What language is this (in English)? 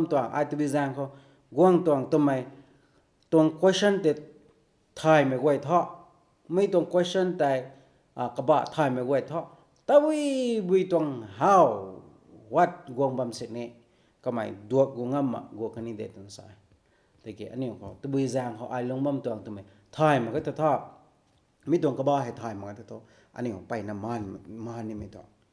Rongmei Naga